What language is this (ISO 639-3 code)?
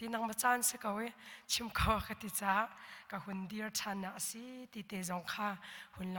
cnh